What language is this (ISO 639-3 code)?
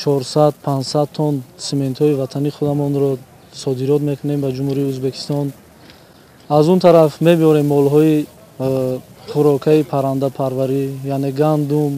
tgk